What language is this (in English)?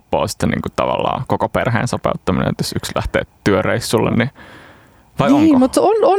Finnish